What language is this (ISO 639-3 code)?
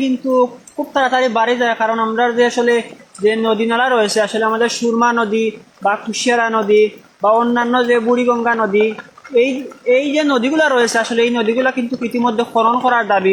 syl